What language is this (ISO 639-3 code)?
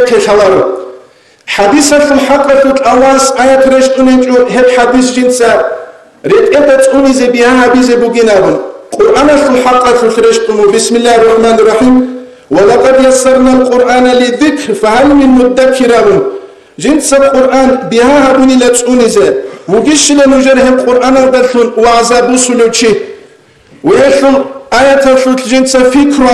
ava